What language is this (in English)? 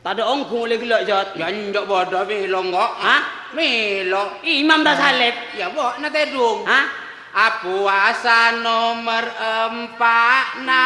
Madurese